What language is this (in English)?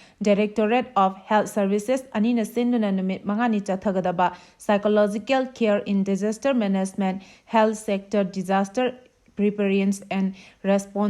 Manipuri